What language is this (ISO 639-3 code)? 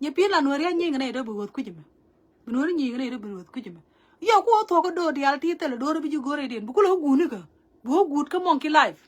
nus